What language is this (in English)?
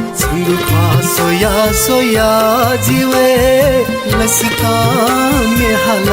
Newari